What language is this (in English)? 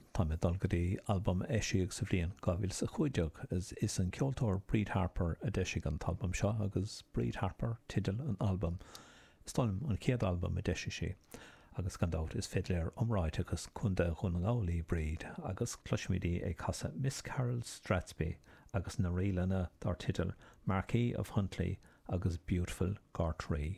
Irish